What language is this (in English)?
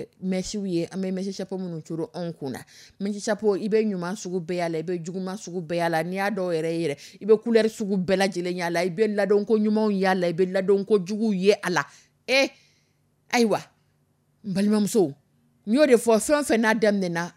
Dyula